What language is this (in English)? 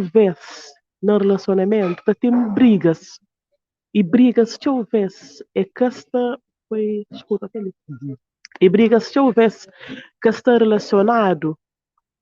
Kabuverdianu